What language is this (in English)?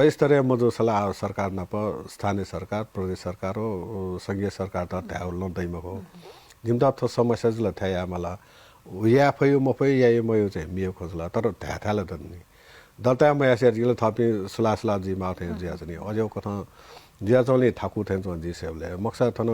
Newari